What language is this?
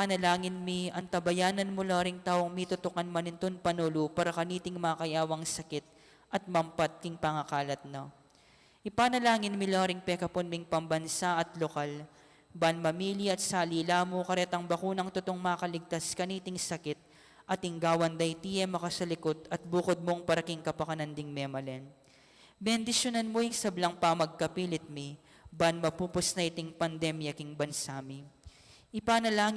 Pampanga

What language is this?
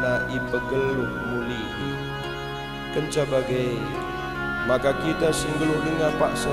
Batak Karo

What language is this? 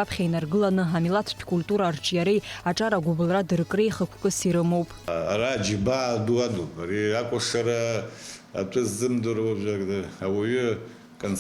Abkhazian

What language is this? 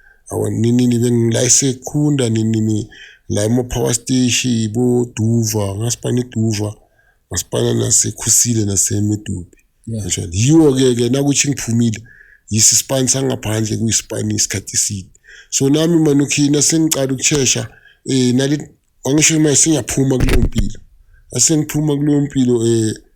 Zulu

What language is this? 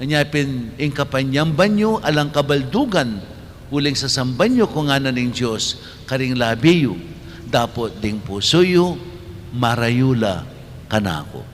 Pampanga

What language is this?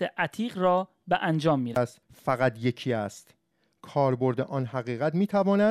Persian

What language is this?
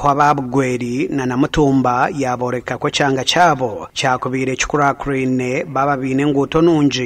Nyankole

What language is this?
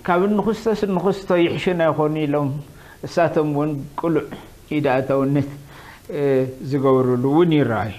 Tigrinya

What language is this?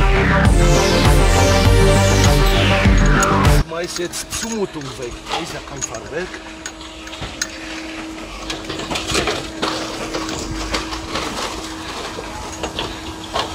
German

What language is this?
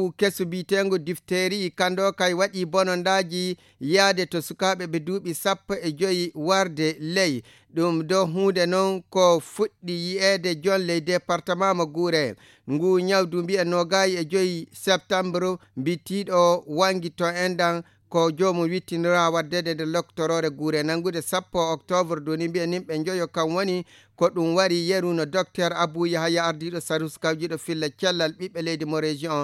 Fula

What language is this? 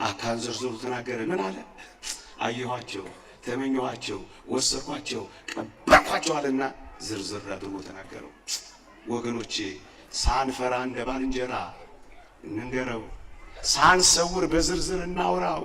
Amharic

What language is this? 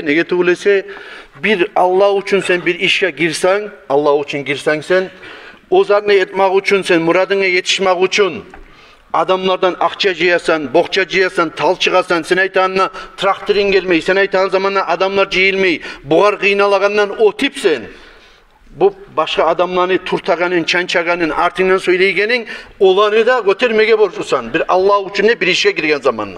Kumyk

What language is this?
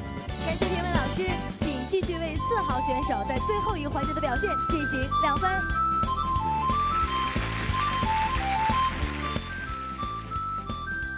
Chinese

